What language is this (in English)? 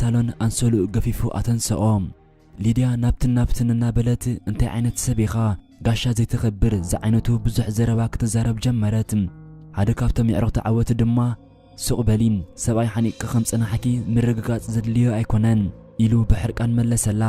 Tigrinya